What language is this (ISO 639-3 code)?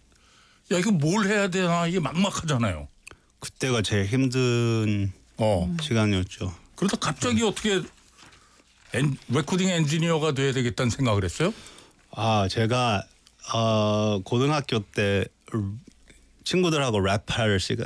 kor